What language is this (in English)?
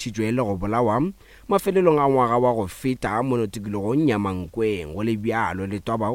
Northern Sotho